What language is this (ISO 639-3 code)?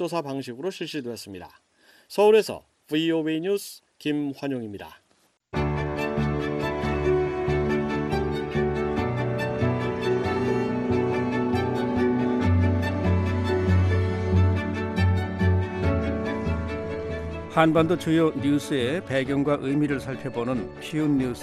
kor